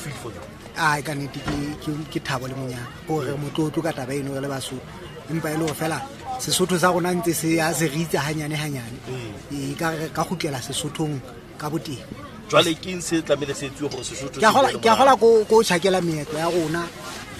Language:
Southern Sotho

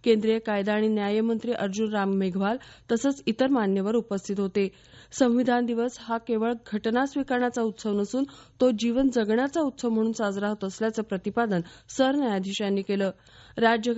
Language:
Marathi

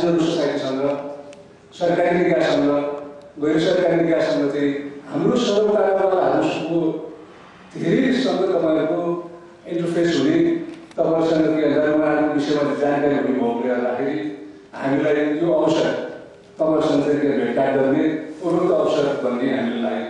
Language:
Nepali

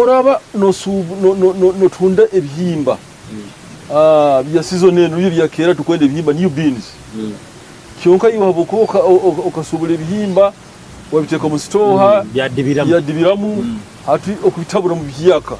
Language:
Nyoro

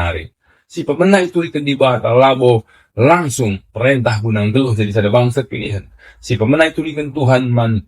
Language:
Batak Karo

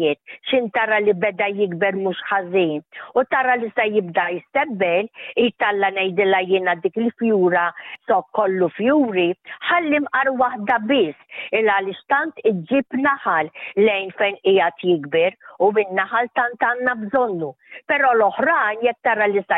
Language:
Maltese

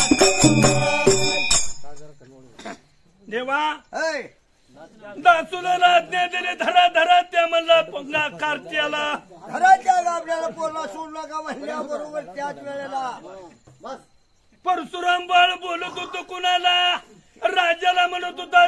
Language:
Marathi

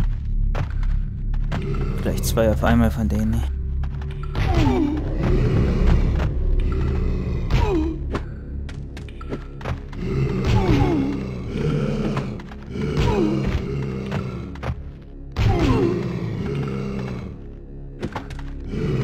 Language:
German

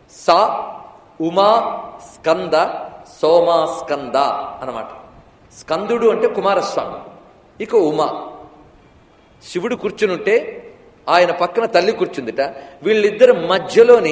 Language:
Telugu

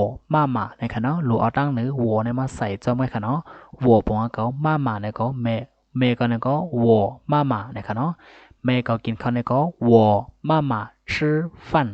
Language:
Shan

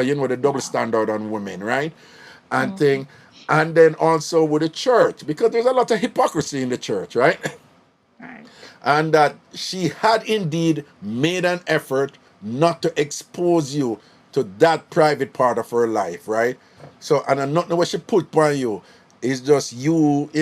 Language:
Jamaican Creole English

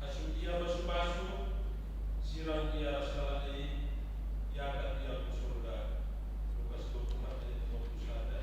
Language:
Batak Karo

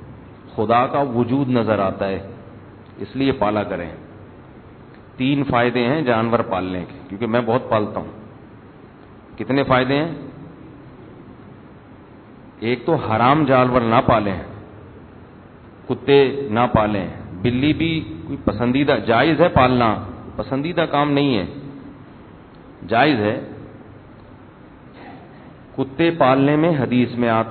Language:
Urdu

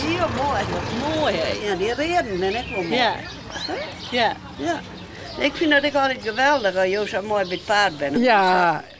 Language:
Western Frisian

